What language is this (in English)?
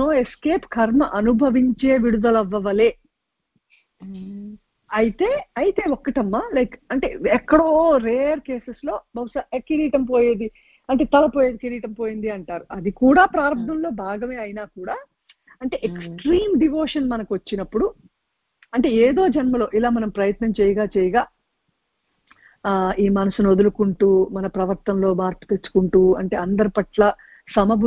Telugu